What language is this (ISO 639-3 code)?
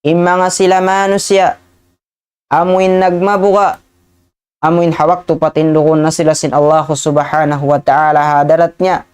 tsg